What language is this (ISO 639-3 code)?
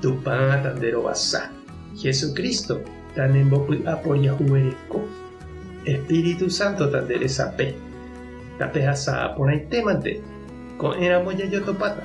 grn